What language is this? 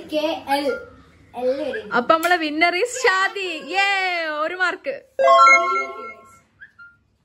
Malayalam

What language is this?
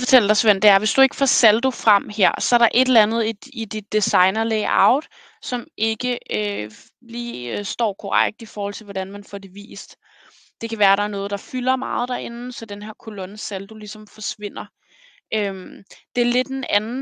Danish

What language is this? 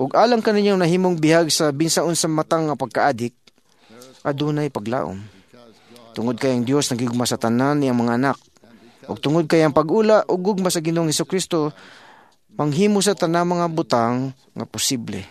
Cebuano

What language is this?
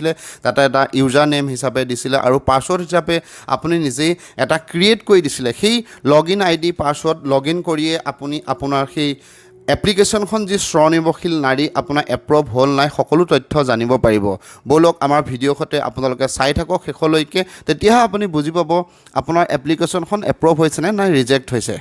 Assamese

